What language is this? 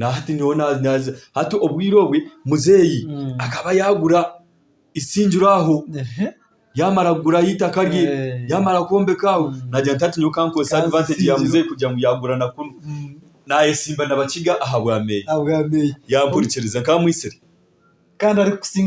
Nyankole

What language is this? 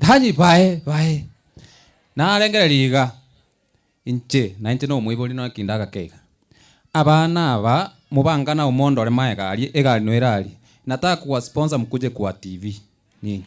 Gusii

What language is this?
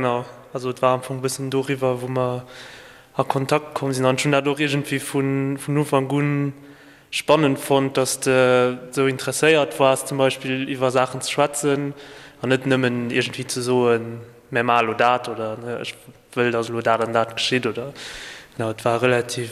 Luxembourgish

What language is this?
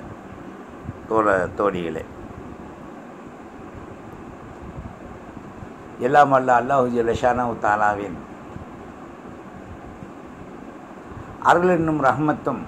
Tamil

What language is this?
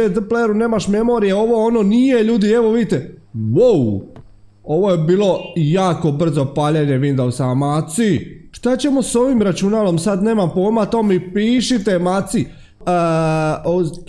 Croatian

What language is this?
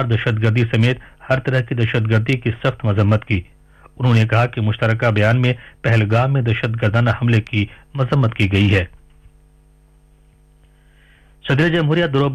Urdu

